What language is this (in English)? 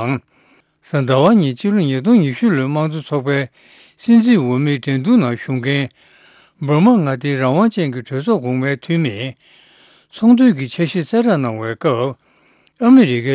Tibetan